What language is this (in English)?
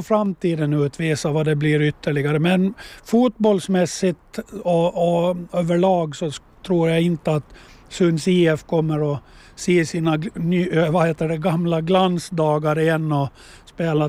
Swedish